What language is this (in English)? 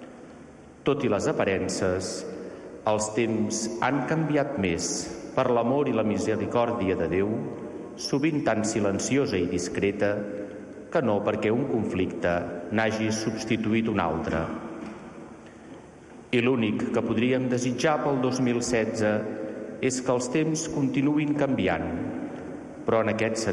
Catalan